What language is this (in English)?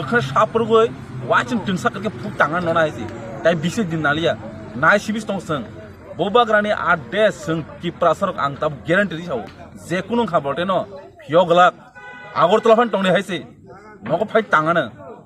Kok Borok